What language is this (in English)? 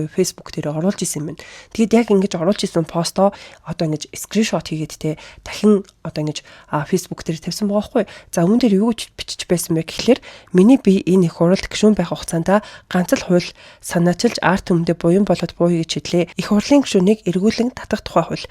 Mongolian